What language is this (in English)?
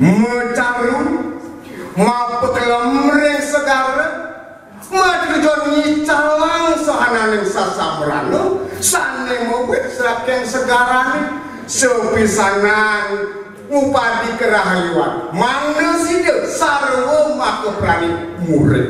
Balinese